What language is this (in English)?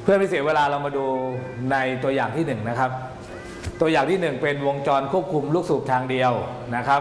Thai